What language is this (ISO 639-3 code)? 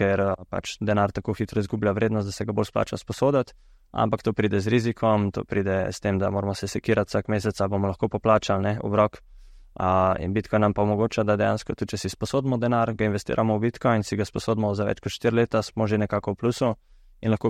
slv